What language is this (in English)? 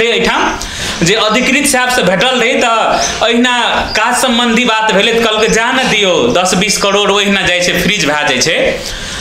Maithili